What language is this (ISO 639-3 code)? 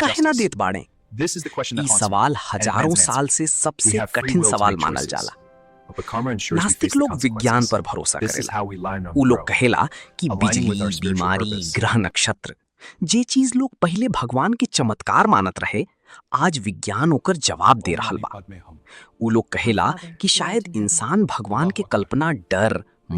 bho